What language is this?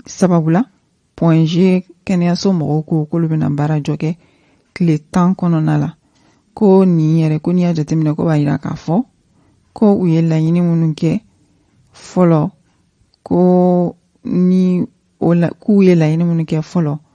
Bambara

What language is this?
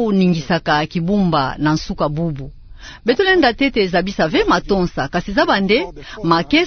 Kituba (Democratic Republic of Congo)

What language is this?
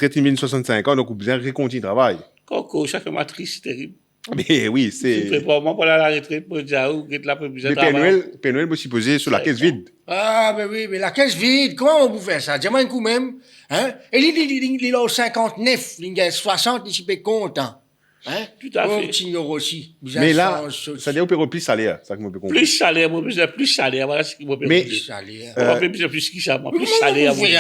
Morisyen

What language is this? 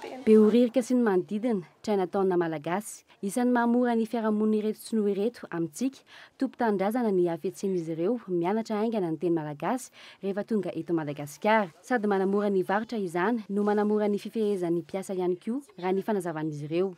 Malagasy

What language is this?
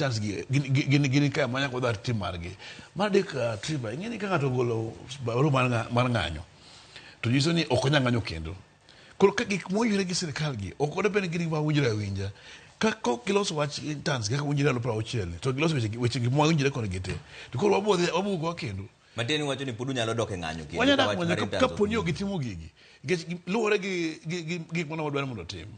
Luo (Kenya and Tanzania)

